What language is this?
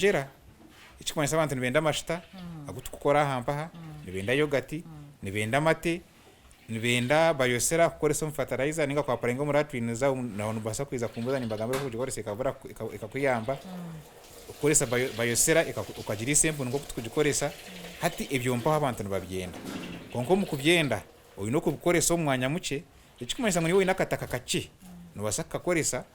Nyankole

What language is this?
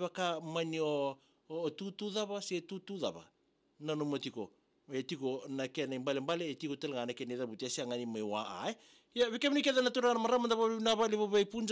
Fijian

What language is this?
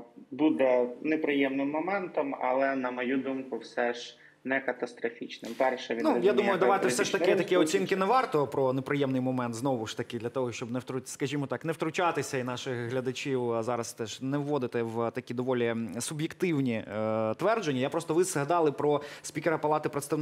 Ukrainian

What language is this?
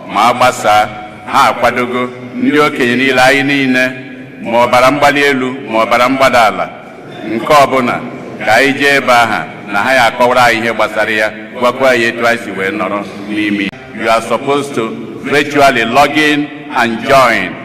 Igbo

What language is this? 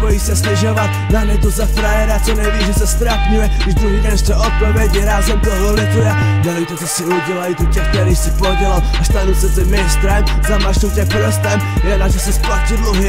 Czech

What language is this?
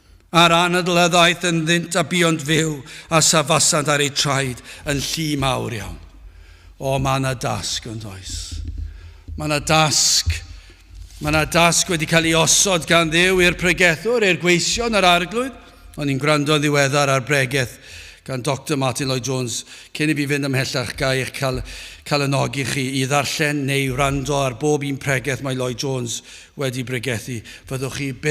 Welsh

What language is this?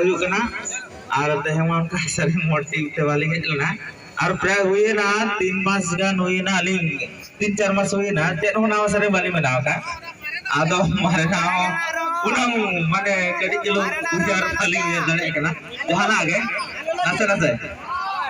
Santali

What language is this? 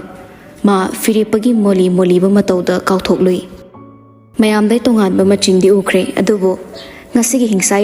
Manipuri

